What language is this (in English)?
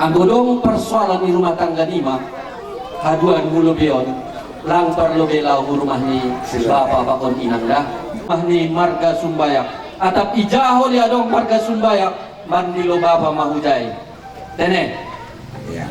Batak Toba